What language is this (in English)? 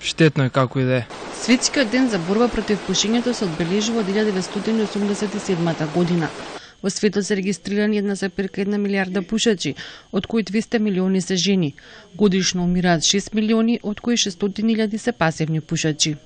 Macedonian